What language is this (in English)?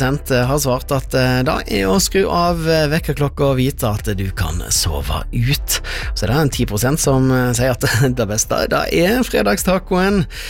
Norwegian